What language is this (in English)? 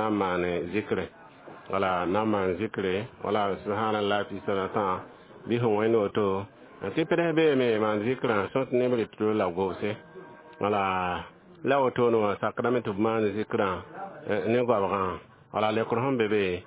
Mossi